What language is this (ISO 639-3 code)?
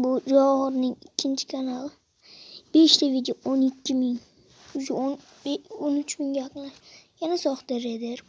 uzb